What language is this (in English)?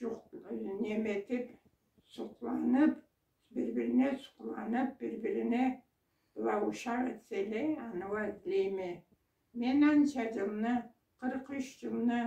Karachay-Balkar